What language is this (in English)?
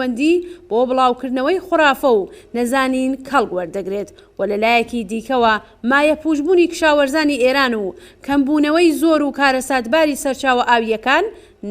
Central Kurdish